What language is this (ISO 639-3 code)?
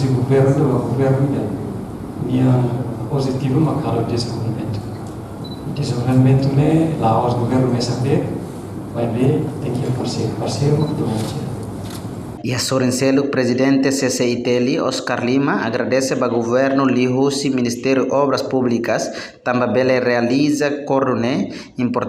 tet